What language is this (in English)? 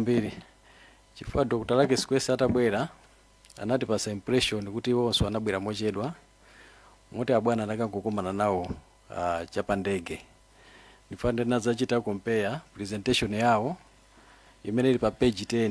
Nyanja